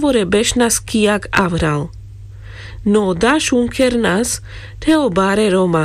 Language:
Carpathian Romani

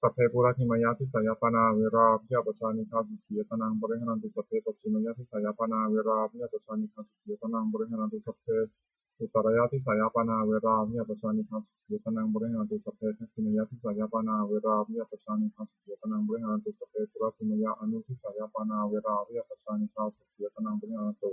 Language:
Pali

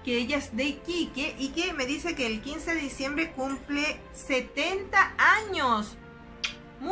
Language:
Spanish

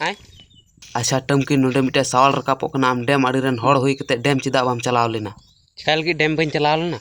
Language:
Santali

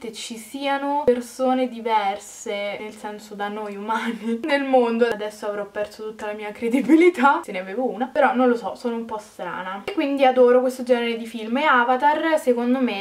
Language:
Italian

